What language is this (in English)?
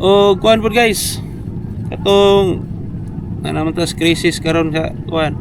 Cebuano